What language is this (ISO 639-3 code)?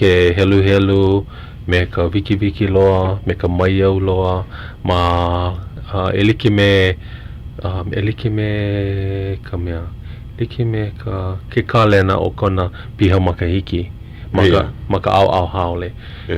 haw